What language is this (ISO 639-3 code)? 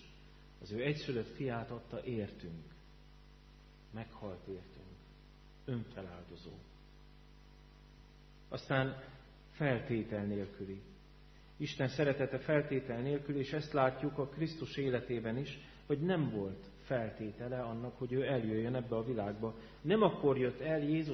hun